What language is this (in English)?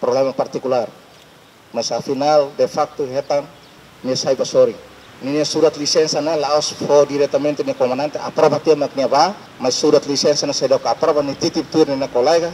Tetum